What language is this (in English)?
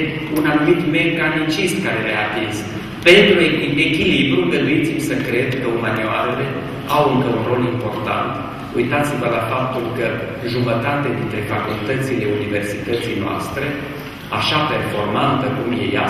Romanian